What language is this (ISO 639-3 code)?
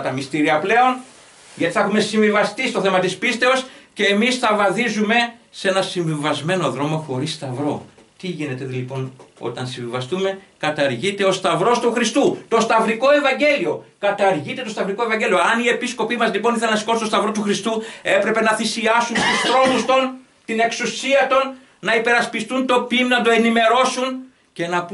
ell